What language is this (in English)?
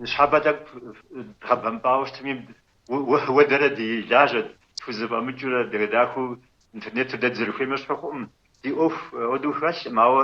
Kabardian